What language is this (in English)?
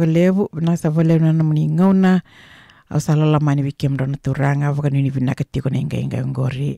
Fijian